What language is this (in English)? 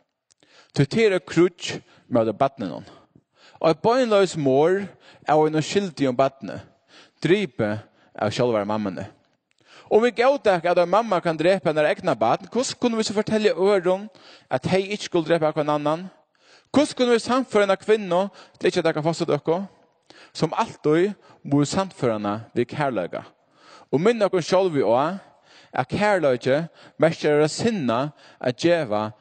Faroese